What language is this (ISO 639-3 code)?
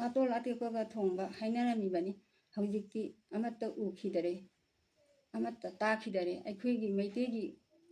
mni